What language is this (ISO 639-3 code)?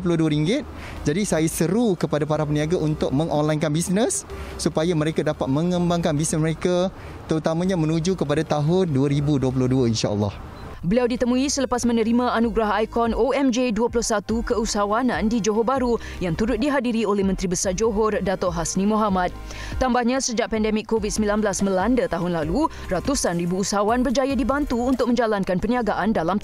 msa